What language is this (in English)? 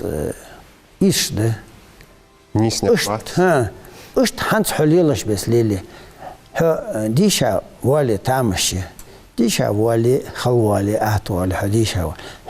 Ingush